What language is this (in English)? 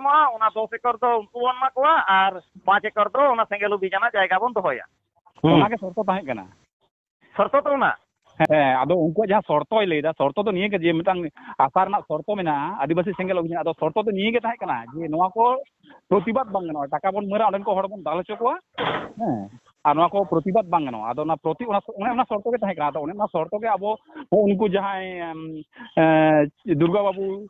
Santali